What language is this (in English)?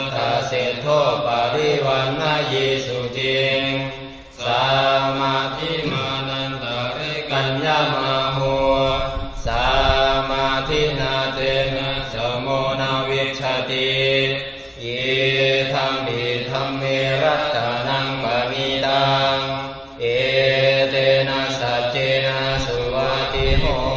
Pali